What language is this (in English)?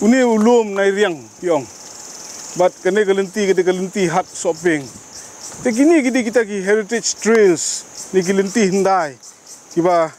Khasi